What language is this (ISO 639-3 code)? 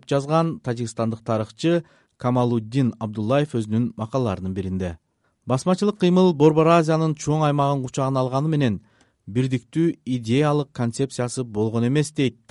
kir